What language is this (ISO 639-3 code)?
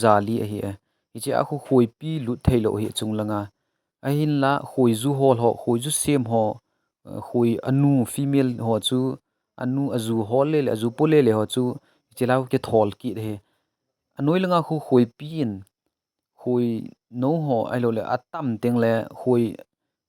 tcz